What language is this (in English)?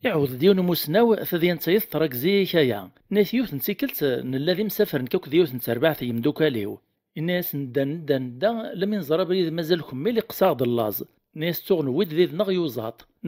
Kabyle